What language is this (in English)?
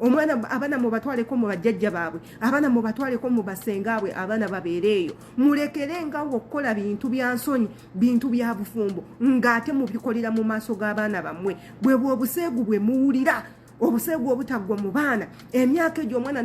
Ganda